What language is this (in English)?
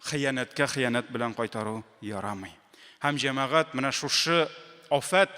Tatar